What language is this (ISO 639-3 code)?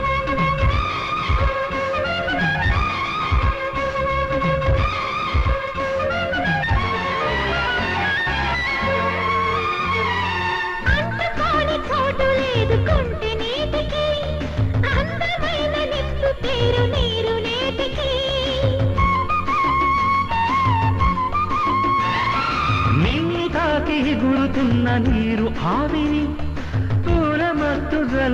tel